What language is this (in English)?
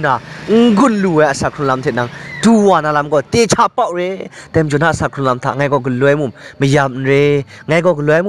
Kachin